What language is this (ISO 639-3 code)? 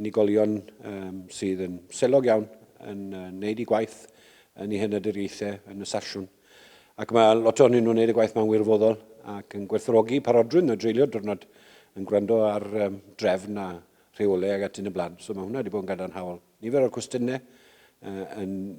cym